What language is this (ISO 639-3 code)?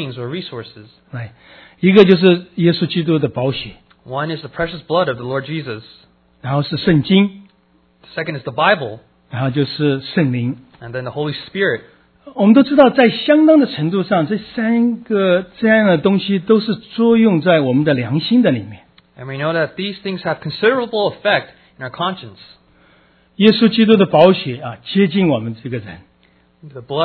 zho